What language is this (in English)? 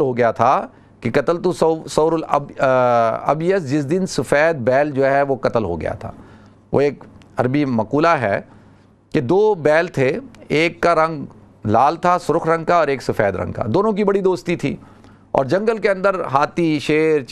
Urdu